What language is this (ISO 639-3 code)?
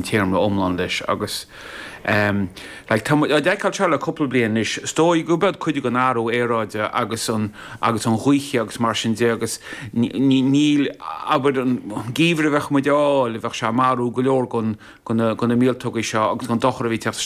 gle